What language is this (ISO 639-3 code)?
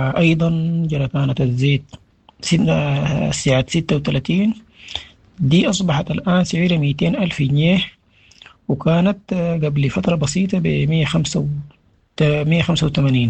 apd